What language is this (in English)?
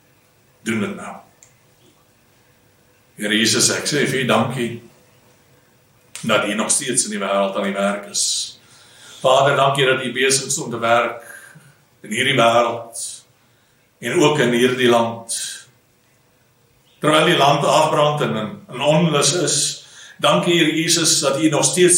Afrikaans